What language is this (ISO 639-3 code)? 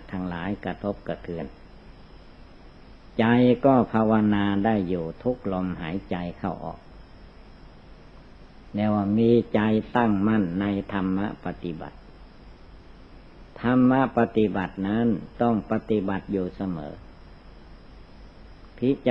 tha